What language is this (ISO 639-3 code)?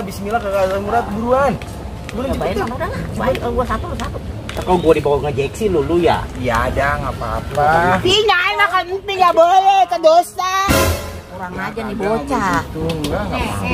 bew